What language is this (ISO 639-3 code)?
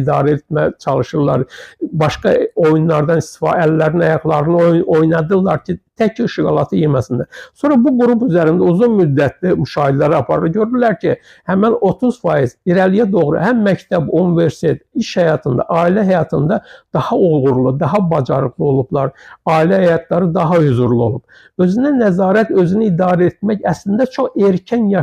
aze